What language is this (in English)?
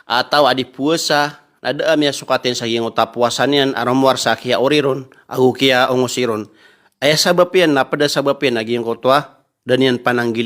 Maranao